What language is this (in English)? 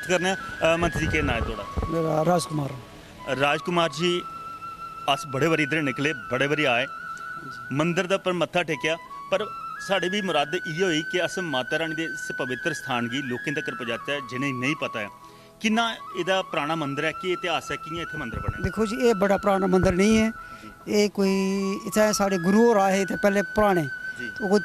Dogri